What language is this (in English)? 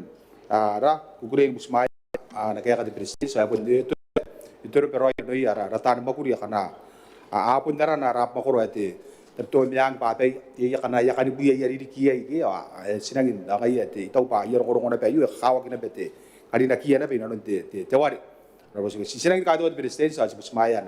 Gilbertese